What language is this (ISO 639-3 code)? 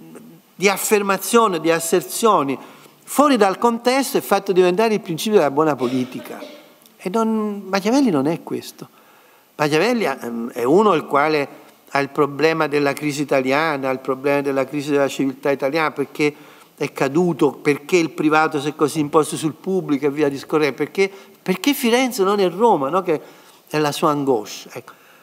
ita